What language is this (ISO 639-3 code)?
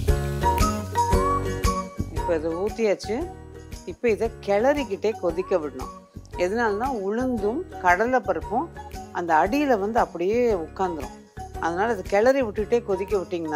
tam